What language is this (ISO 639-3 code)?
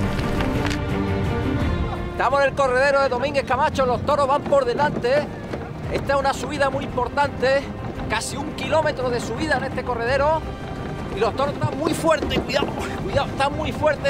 spa